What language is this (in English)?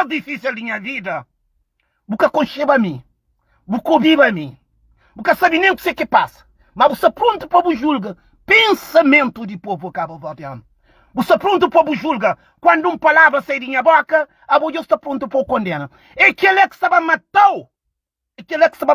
Kabuverdianu